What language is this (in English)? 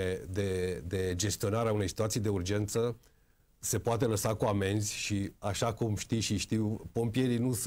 Romanian